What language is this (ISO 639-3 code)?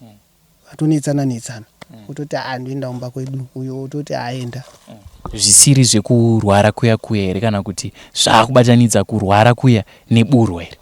sna